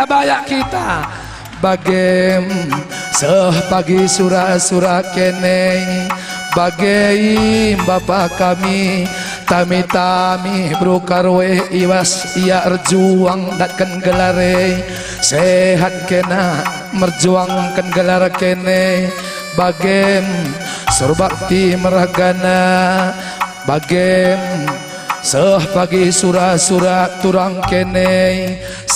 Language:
Batak Karo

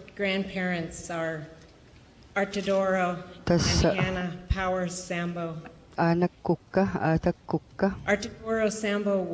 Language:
Kalaallisut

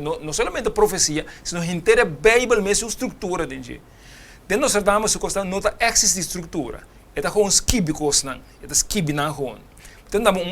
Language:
Papiamento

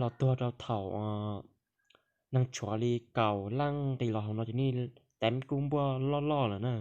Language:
Hmong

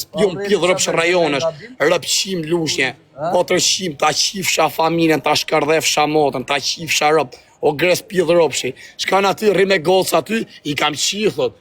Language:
Albanian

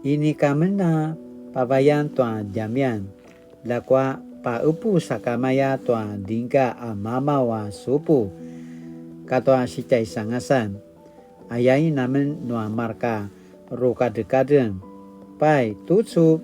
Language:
Paiwan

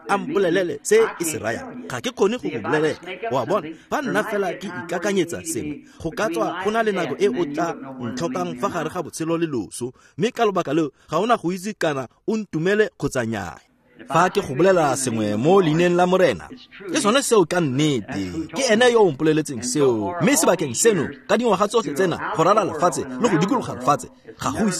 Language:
Tswana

